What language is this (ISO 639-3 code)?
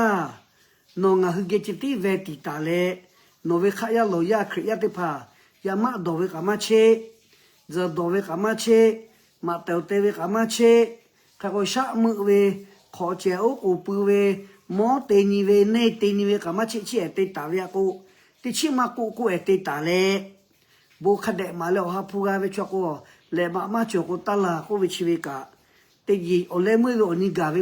lhu